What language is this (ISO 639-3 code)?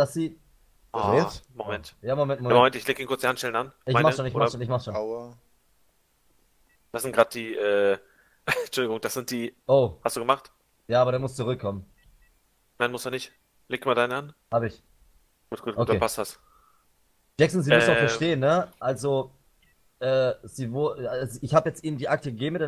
deu